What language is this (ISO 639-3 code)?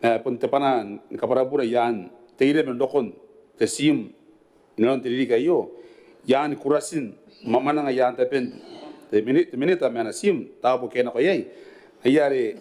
gil